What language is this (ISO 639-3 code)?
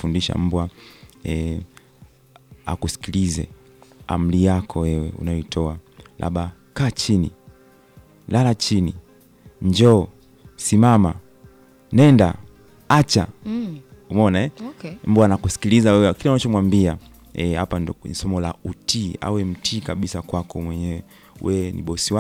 swa